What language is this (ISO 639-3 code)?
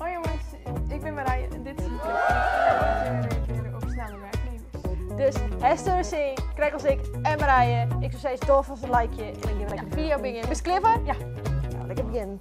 fry